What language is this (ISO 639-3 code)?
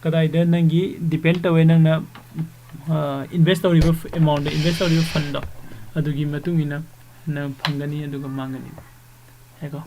mni